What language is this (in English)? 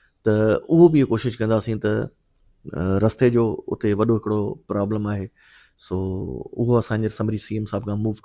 Sindhi